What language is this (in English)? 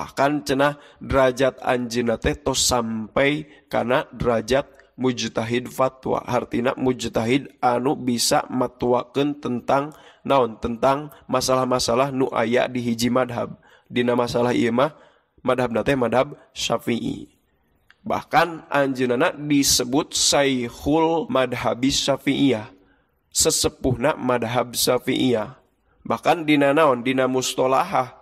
Sundanese